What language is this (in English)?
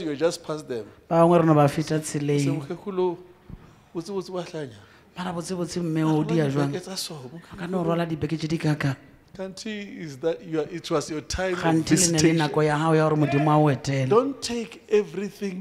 Shona